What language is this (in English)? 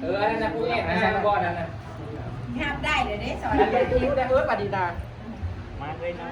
Northeastern Thai